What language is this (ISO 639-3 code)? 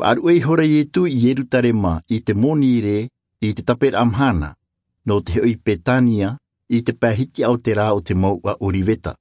tah